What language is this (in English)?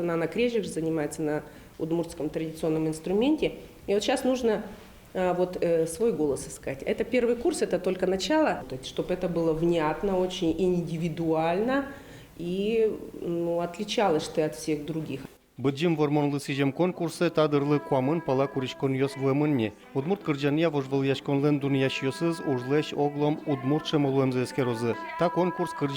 Udmurt